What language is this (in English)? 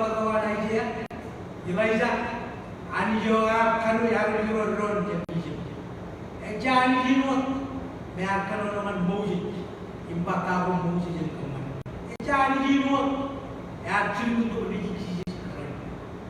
Marshallese